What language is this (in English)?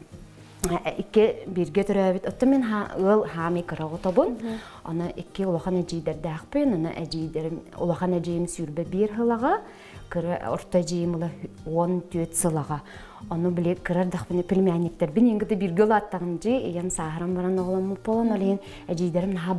Yakut